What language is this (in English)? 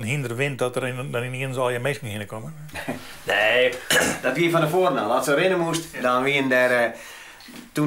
Western Frisian